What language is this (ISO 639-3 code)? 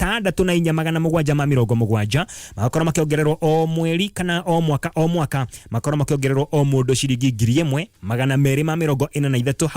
kik